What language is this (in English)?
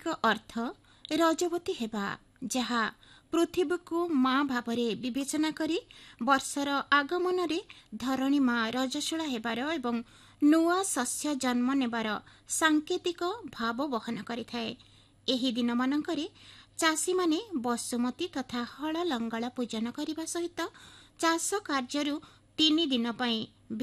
Odia